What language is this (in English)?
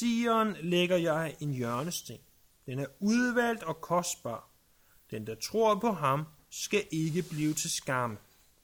Danish